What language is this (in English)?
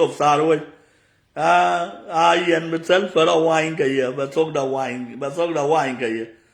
Nuer